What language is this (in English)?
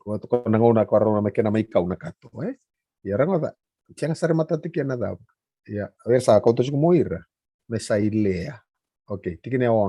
Fijian